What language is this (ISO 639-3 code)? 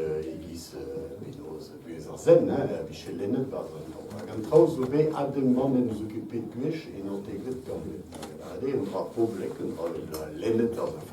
bre